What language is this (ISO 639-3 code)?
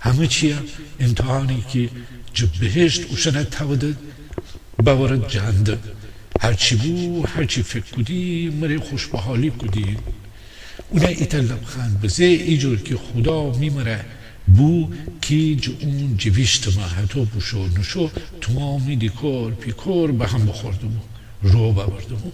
glk